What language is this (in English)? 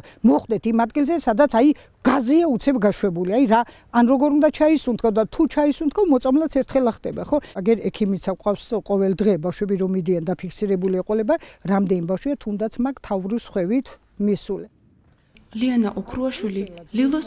Georgian